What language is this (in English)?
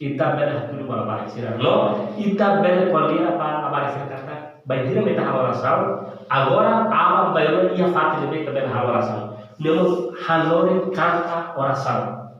Tetum